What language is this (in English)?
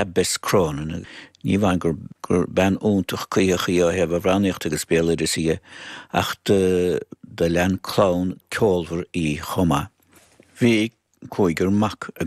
Irish